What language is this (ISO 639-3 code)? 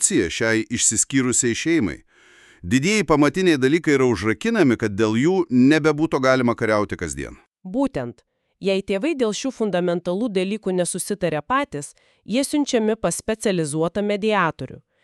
lit